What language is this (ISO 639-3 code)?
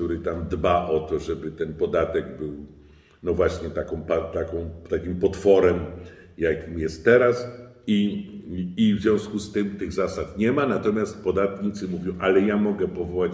pol